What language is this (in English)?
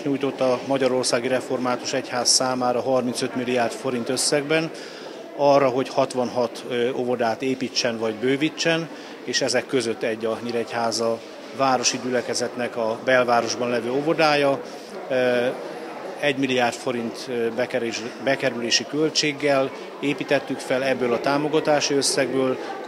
Hungarian